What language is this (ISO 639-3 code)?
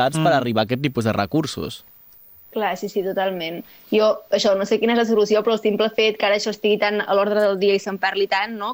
cat